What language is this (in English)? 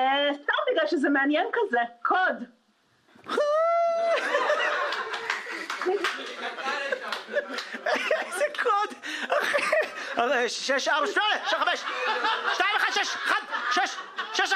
Hebrew